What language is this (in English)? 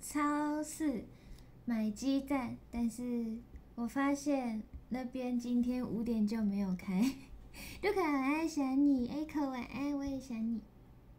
Chinese